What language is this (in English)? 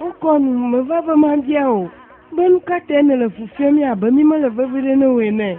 Ewe